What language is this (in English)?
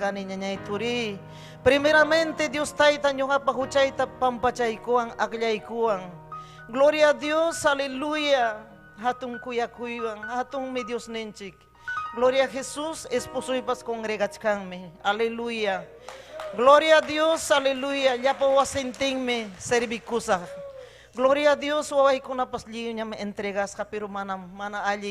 Ayacucho Quechua